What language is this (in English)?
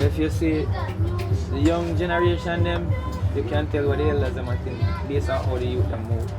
Jamaican Creole English